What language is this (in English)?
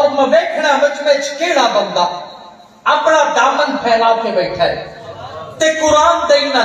Saraiki